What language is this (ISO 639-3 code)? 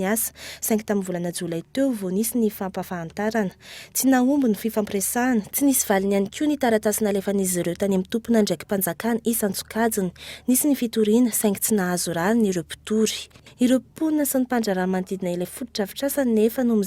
mlg